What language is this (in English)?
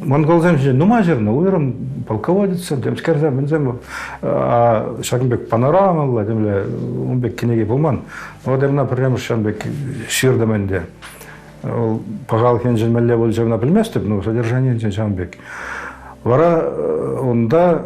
Chuvash